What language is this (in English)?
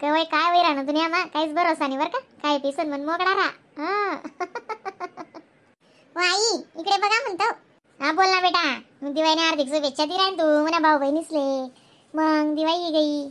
Khandesi